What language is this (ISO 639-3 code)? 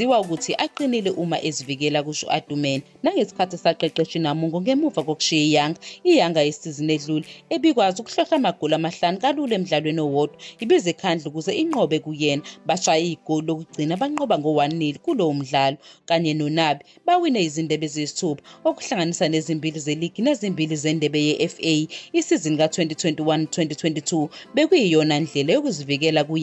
zul